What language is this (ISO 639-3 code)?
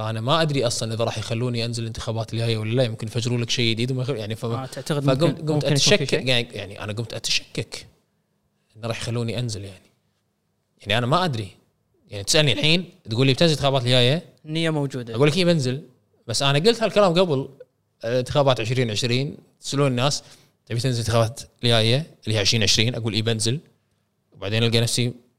afb